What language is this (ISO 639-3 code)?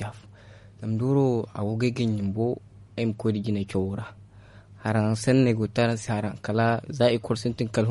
dje